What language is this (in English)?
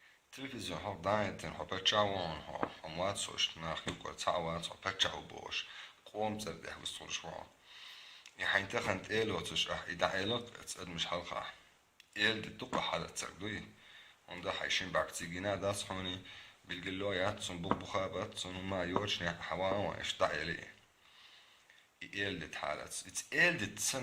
Chechen